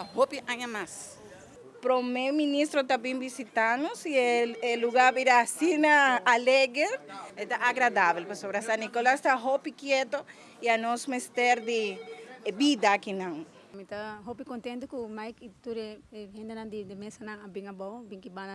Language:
Papiamento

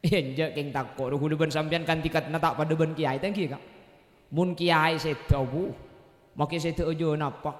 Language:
Madurese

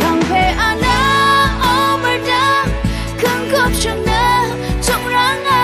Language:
Rawang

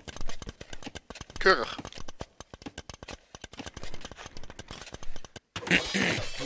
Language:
Dutch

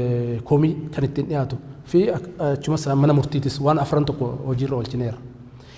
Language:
Oromo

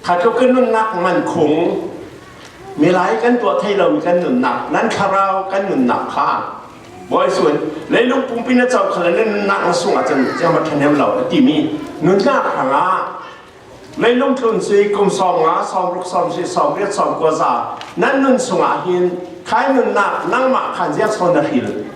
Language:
Falam Chin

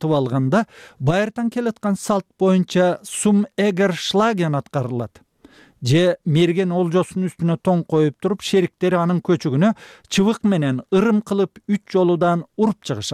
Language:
Kyrgyz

